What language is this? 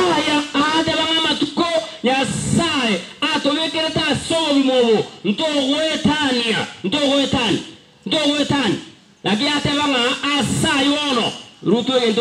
Gusii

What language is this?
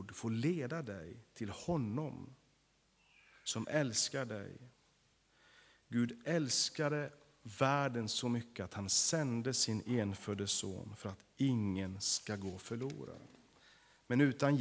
Swedish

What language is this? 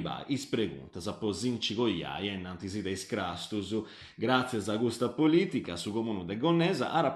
Sardinian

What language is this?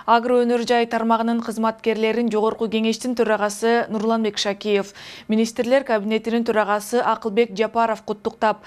Kyrgyz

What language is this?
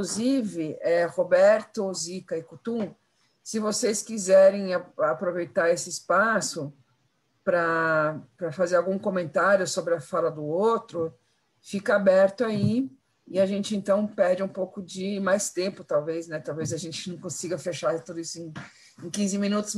Portuguese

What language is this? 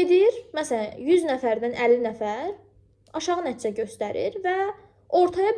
Azerbaijani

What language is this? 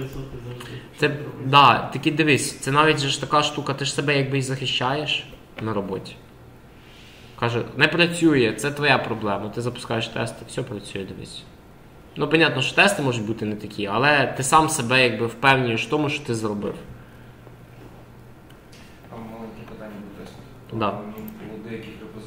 Ukrainian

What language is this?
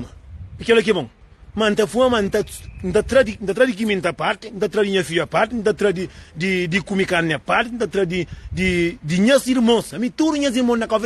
Kabuverdianu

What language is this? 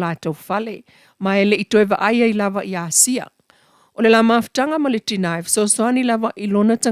Samoan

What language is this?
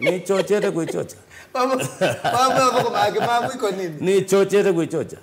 Kamba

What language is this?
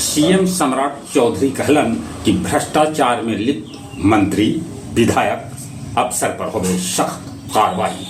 Magahi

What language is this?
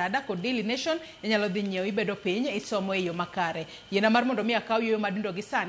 Luo (Kenya and Tanzania)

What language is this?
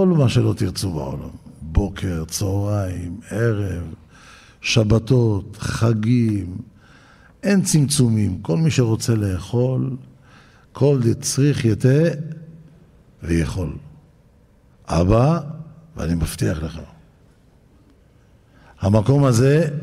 Hebrew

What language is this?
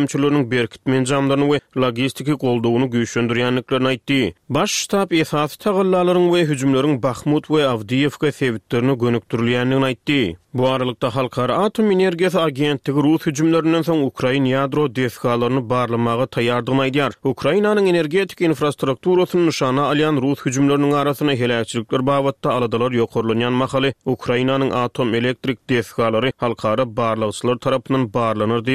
Turkmen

